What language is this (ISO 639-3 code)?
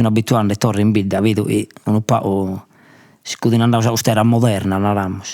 srd